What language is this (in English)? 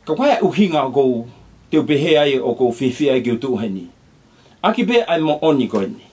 Tongan